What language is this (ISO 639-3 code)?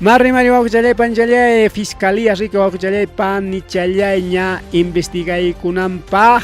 quy